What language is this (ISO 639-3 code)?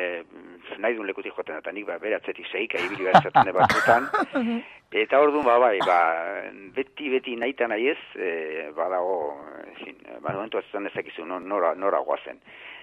eus